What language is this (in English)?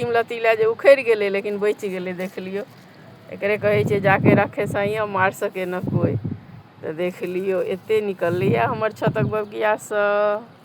Maithili